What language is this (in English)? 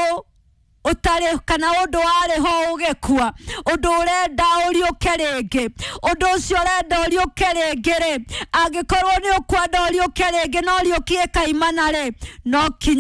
Kikuyu